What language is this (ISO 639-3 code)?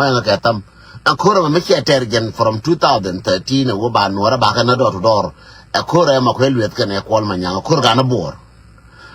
nus